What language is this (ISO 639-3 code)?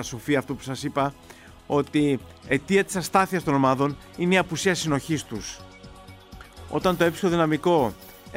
ell